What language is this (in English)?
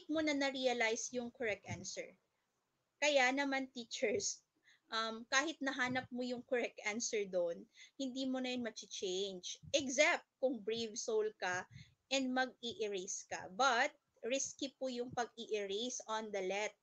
Filipino